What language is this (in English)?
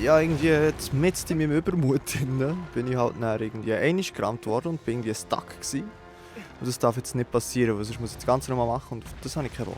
Swiss German